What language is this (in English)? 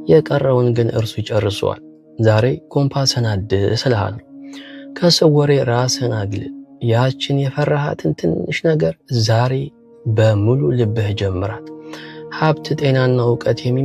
Amharic